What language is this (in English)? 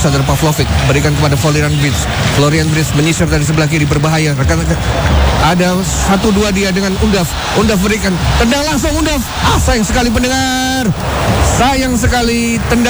Indonesian